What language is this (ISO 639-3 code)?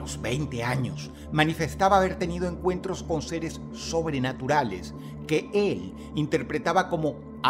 spa